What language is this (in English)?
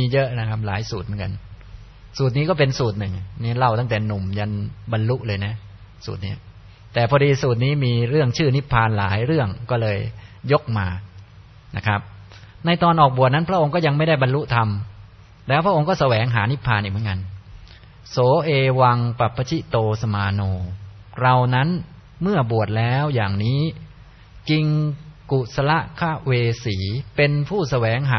Thai